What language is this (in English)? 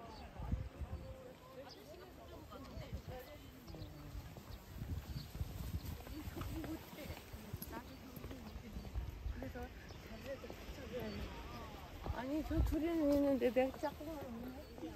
Korean